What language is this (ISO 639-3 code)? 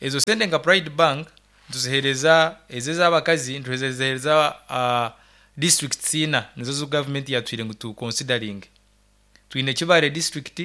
nyn